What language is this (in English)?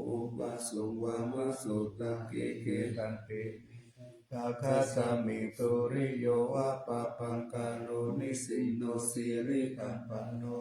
Pali